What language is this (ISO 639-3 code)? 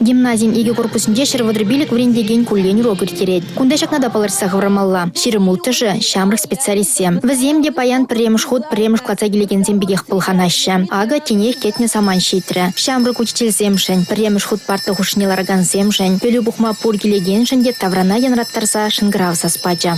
chv